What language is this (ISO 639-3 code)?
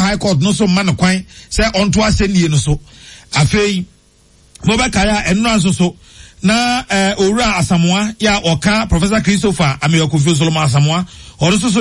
aka